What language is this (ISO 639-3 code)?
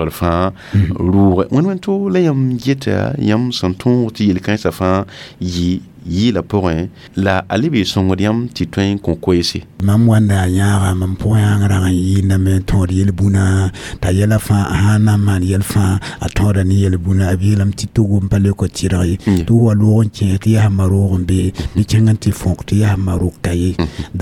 mos